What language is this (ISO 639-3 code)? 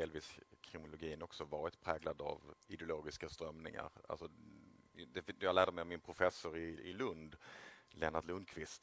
swe